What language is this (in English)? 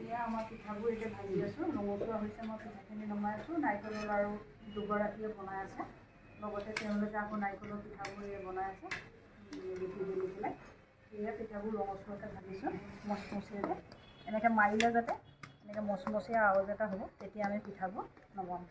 Assamese